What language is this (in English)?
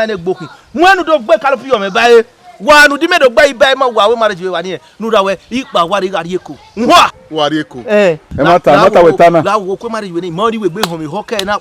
Bini